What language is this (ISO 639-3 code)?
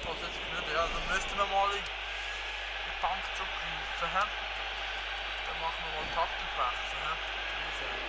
gsw